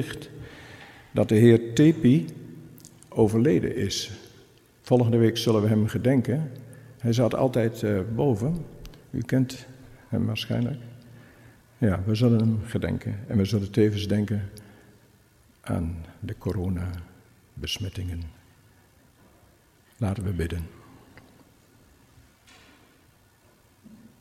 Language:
Dutch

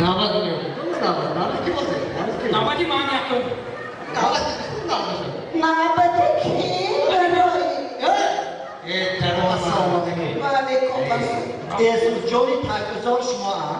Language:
Tajik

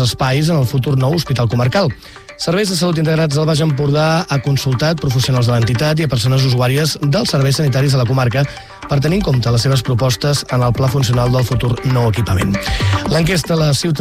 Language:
Catalan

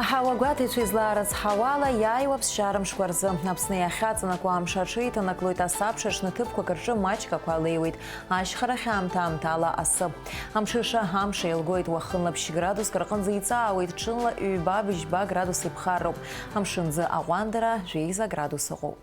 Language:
Abkhazian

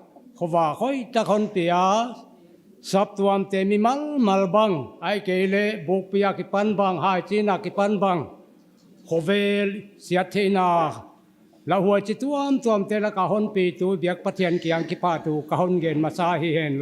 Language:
Paite Chin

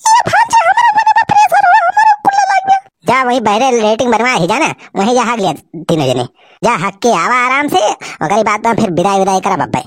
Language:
Awadhi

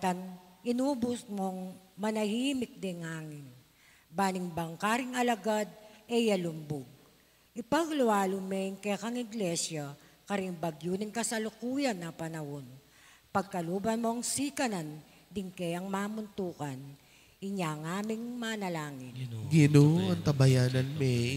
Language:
Pampanga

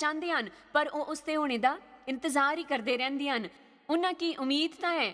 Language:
Dogri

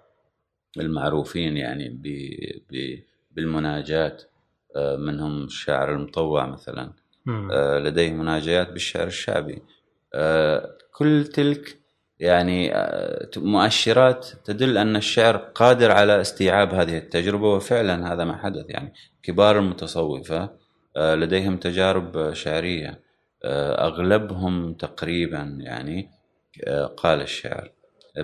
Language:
Gulf Arabic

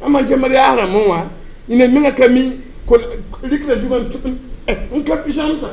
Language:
Mossi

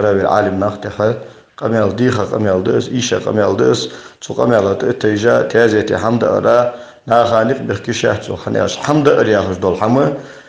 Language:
Ingush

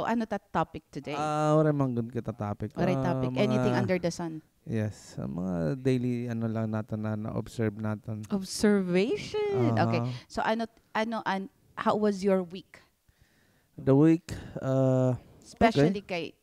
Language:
Waray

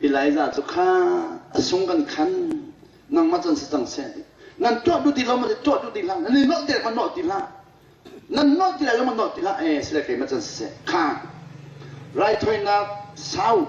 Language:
Hakha Chin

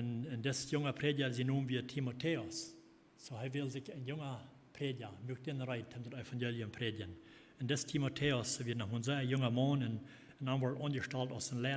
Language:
Plautdietsch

